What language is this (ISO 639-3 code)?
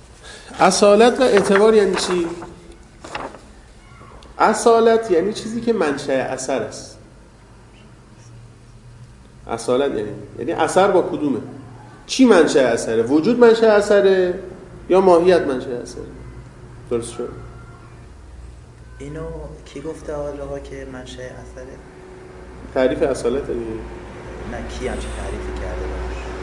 fas